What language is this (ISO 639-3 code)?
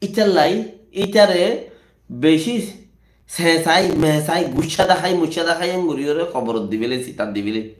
rhg